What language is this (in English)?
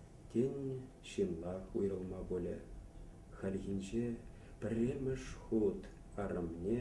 Chuvash